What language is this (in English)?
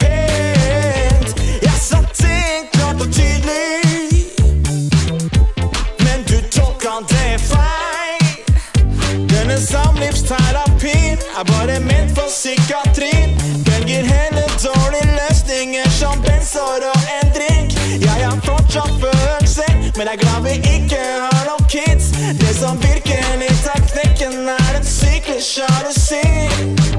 Norwegian